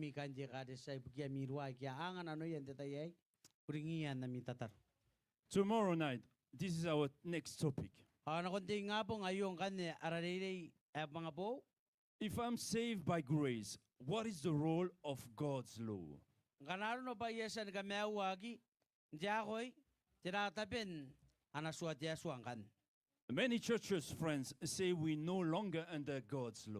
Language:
Gilbertese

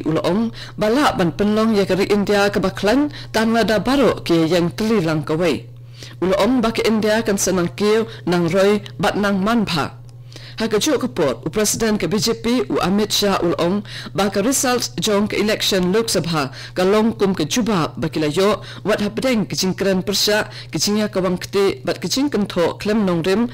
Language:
Khasi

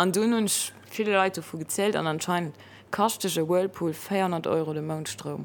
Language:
Luxembourgish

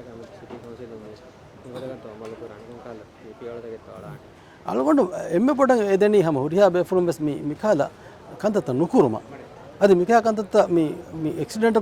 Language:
Divehi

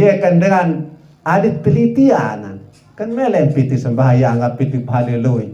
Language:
Sasak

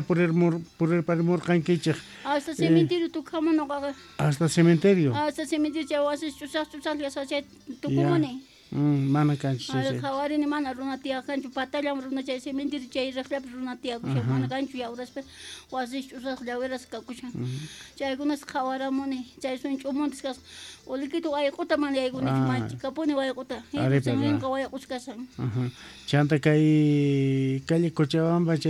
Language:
Quechua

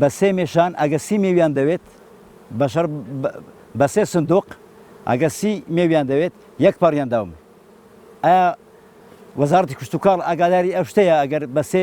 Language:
Central Kurdish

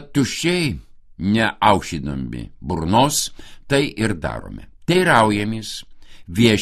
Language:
Lithuanian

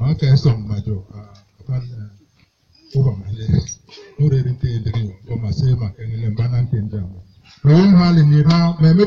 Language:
Basaa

